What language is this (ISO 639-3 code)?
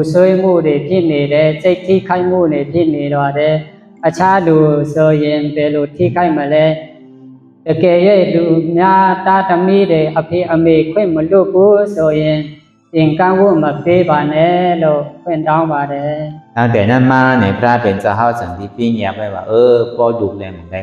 shn